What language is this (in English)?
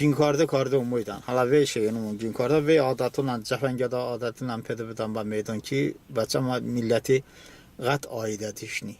Talysh